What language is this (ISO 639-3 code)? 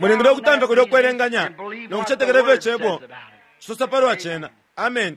bem